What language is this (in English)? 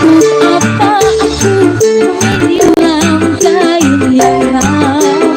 Betawi